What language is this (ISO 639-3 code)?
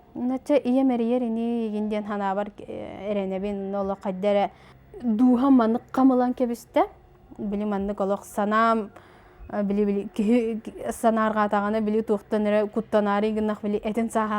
sah